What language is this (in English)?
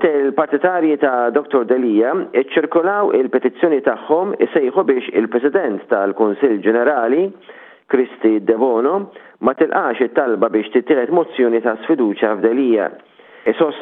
Maltese